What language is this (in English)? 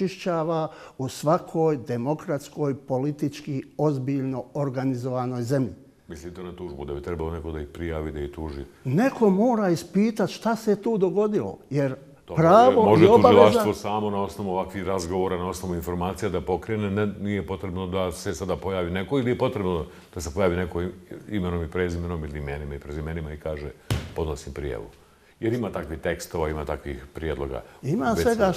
Bosnian